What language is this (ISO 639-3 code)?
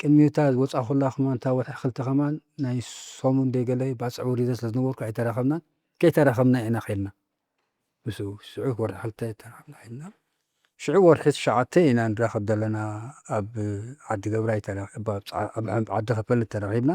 tir